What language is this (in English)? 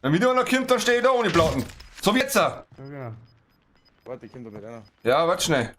Bavarian